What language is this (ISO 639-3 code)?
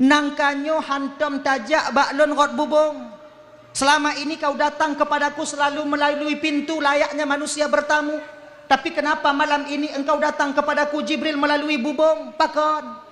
ace